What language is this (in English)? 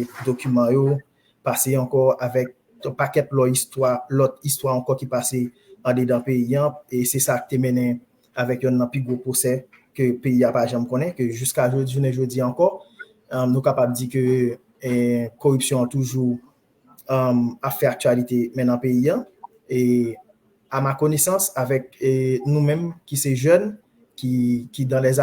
Haitian Creole